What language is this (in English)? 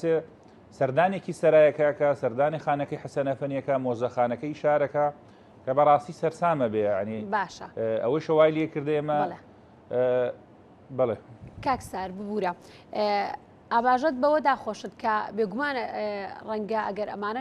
Central Kurdish